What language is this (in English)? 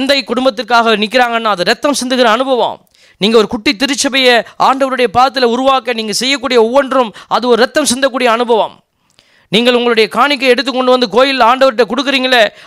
Tamil